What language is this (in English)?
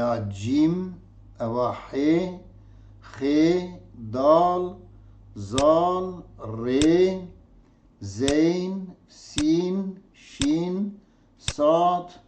Kurdish